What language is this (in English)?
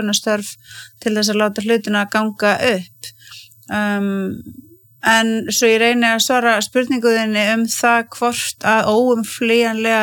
Icelandic